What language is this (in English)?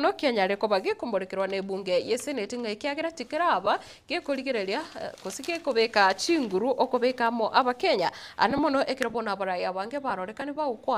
Gusii